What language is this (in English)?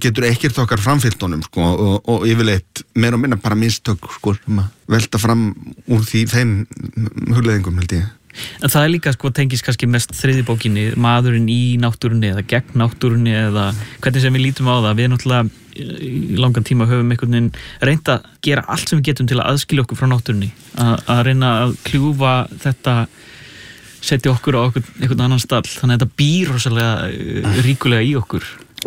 Icelandic